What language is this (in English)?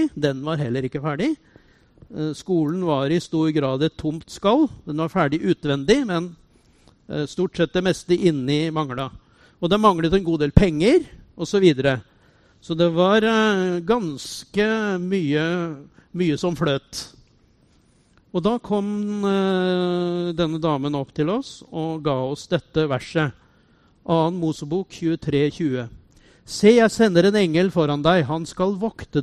Norwegian